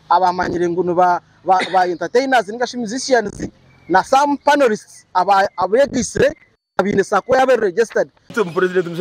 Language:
Nyankole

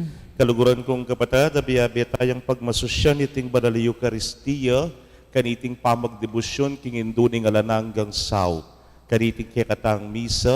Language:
Pampanga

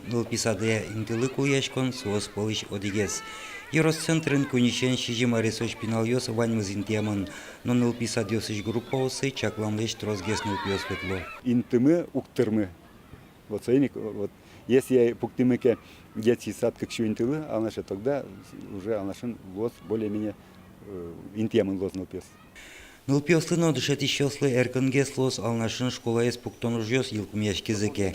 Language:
Udmurt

